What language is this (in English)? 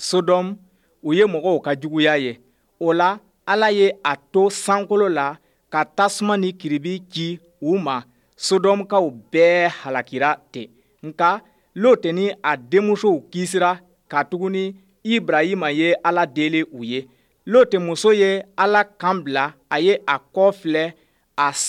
Bambara